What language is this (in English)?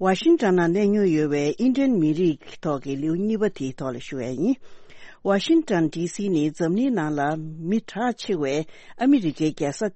Tibetan